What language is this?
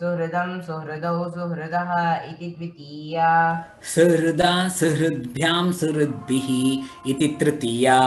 Sanskrit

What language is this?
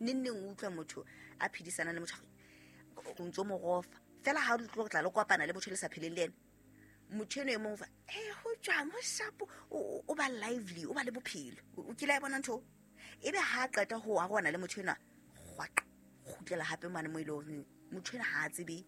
Southern Sotho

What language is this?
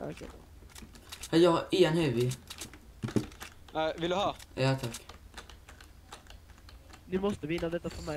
Swedish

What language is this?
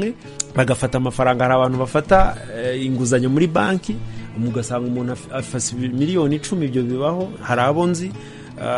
Kinyarwanda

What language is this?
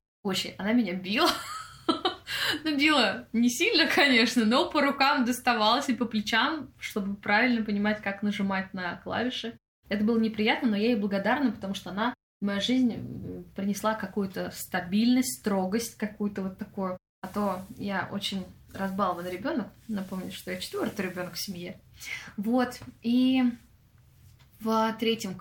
Russian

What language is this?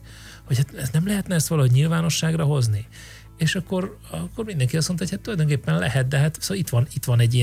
Hungarian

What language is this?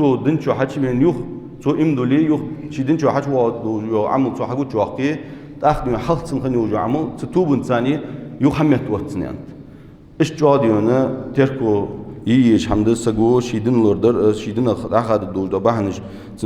Ingush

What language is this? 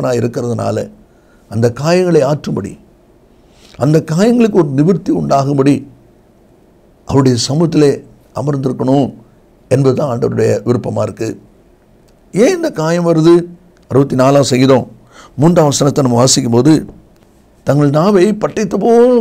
Tamil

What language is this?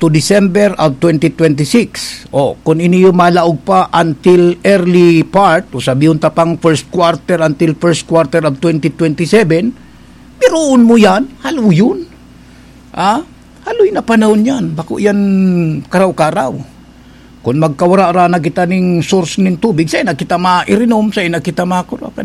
Bikol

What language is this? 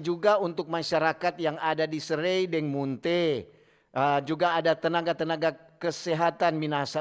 Manado Malay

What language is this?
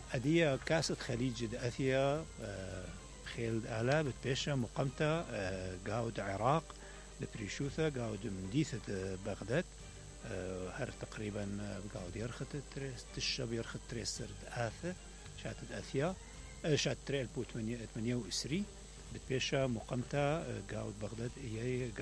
Mesopotamian Arabic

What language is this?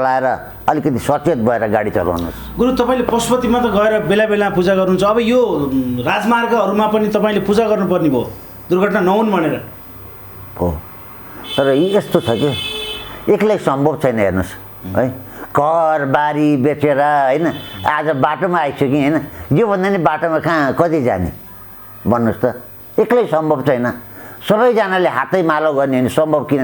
Nepali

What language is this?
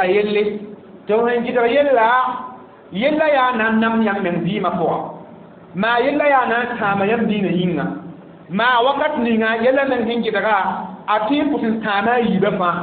Mossi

